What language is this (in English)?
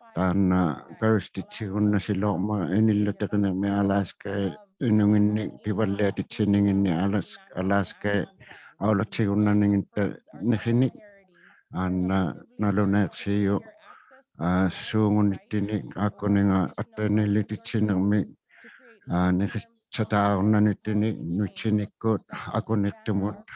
Inuktitut